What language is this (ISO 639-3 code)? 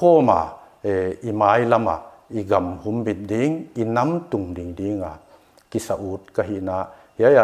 pck